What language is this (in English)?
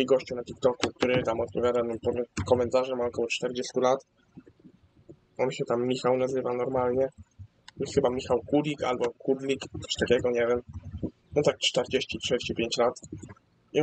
Polish